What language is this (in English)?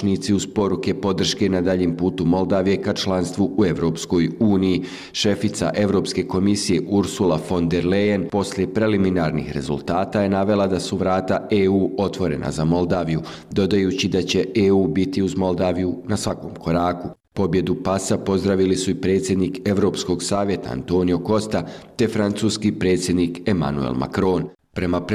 Bosnian